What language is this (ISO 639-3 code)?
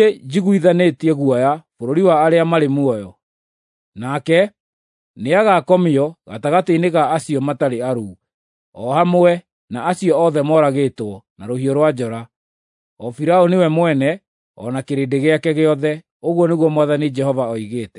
kik